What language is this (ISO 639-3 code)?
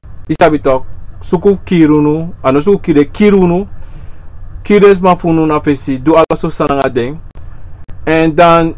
srn